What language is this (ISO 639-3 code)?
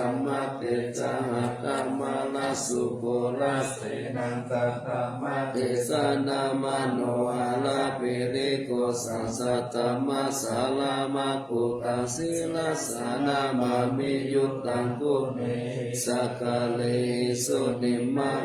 pli